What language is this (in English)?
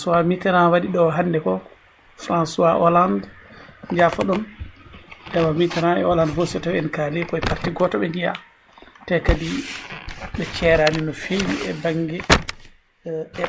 Fula